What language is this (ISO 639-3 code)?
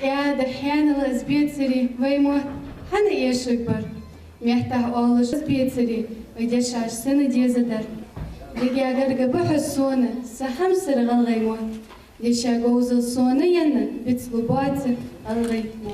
inh